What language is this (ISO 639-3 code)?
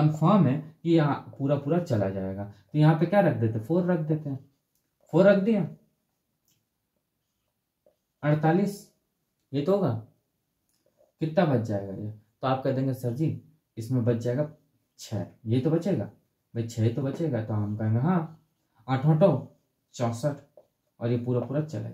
hin